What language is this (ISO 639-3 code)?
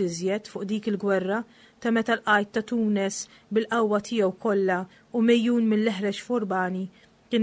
mlt